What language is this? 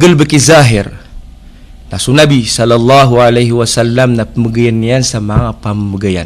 Maranao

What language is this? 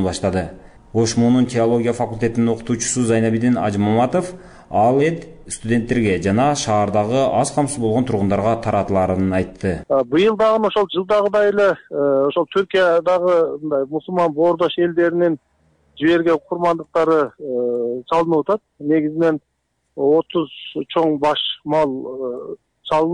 Kyrgyz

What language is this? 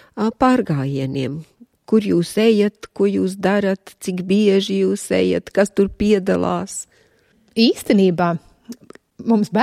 Latvian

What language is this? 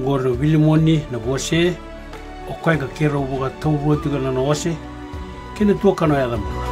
Fijian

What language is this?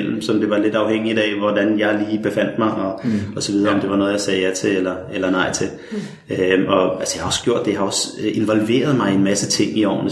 Danish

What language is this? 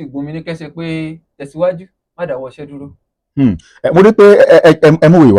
Yoruba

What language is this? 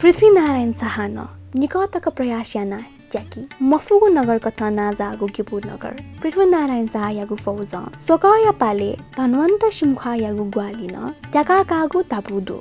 Newari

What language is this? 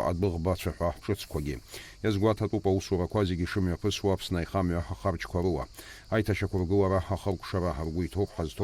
Abkhazian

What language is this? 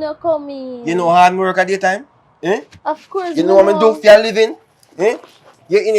Jamaican Creole English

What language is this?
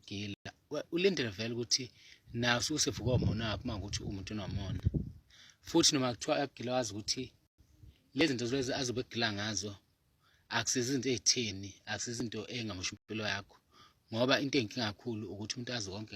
Zulu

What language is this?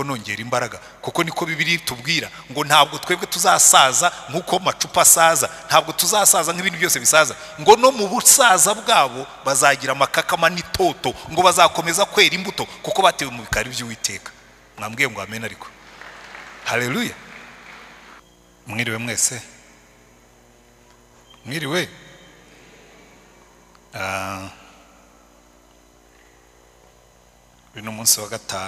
Kinyarwanda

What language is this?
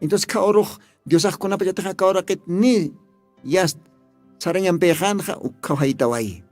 Aymara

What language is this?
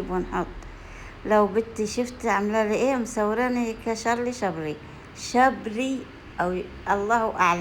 Egyptian Arabic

